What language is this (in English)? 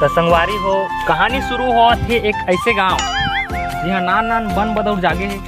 Chhattisgarhi